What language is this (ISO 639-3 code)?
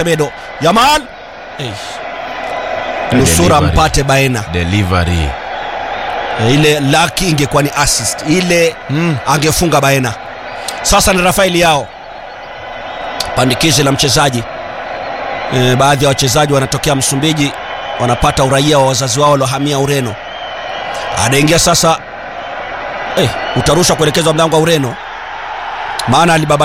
swa